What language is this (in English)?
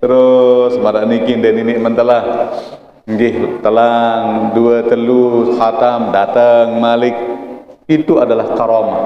Sasak